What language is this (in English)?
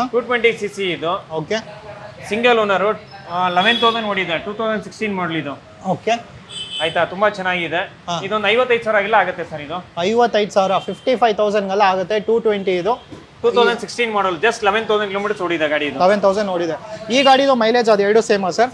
Kannada